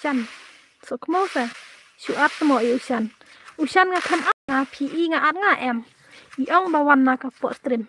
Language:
Khasi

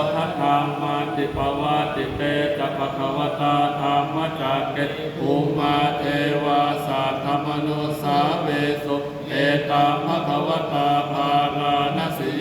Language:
Pali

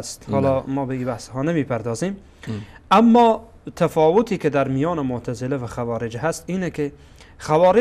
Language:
Persian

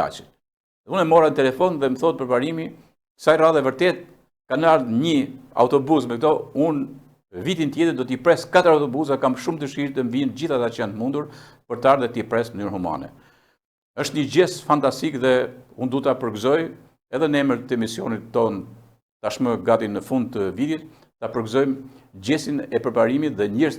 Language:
Albanian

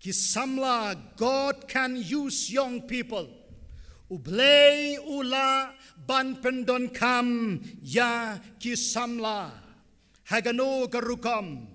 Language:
Khasi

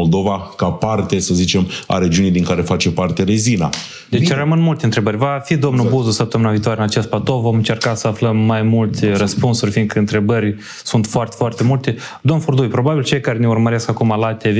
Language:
Romanian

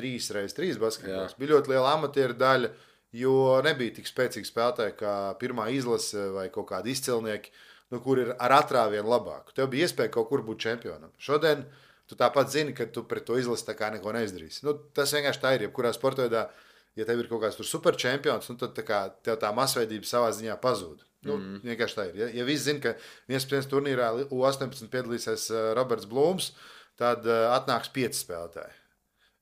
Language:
Latvian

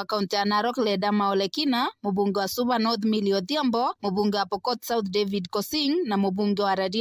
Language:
Meru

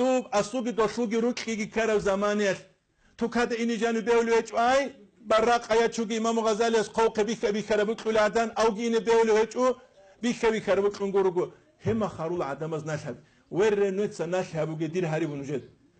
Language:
Avaric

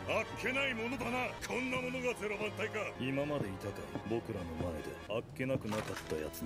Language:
Japanese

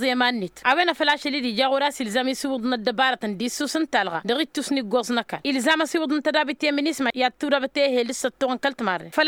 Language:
Tamasheq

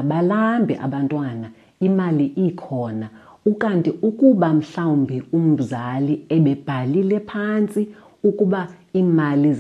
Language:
Xhosa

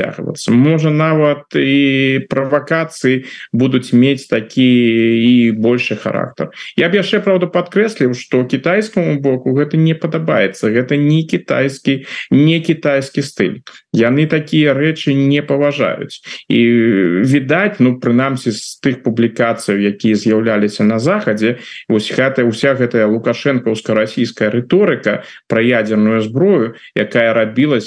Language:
Belarusian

